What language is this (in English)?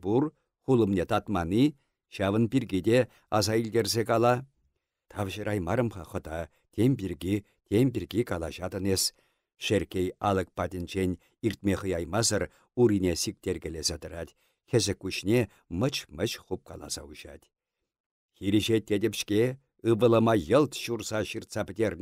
Chuvash